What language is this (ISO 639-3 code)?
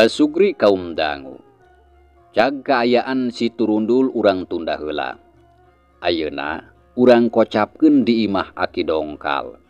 sun